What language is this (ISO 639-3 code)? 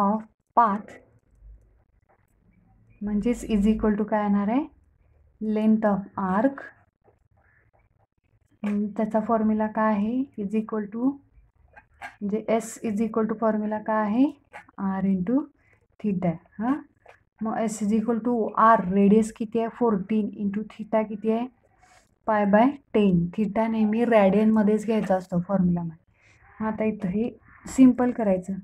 mar